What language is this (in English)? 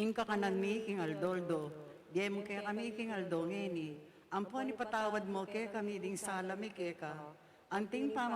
Pampanga